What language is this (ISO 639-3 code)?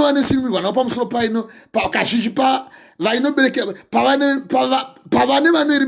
sna